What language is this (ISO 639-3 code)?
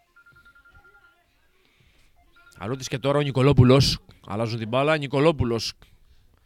ell